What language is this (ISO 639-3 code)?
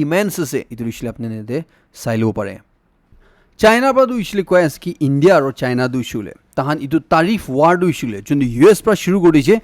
nag